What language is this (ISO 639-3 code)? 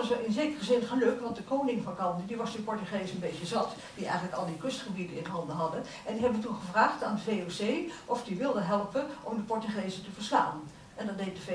nld